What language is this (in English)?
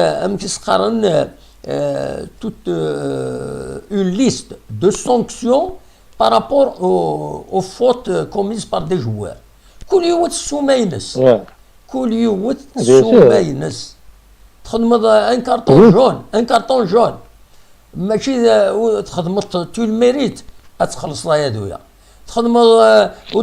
Kabyle